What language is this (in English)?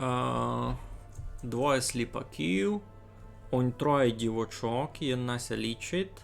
Rusyn